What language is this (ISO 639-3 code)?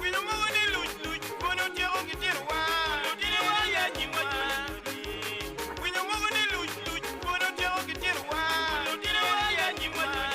ach